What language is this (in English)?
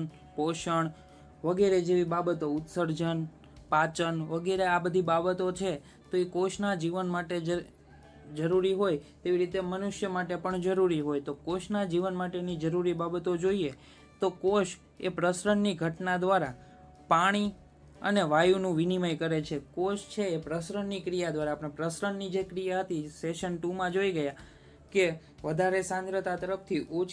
Gujarati